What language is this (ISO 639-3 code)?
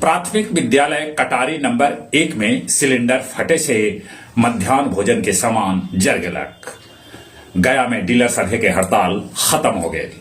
mag